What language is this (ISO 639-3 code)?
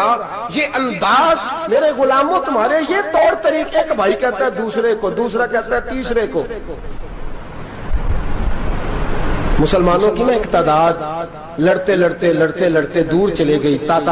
urd